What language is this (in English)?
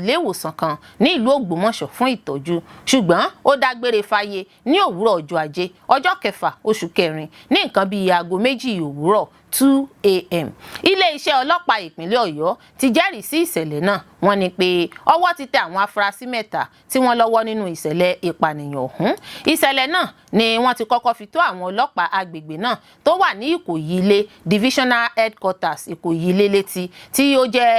Yoruba